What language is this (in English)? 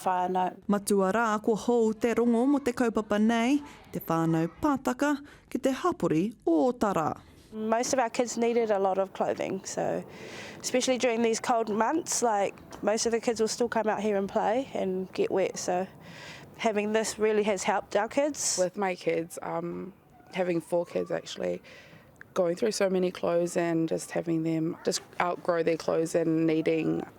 Māori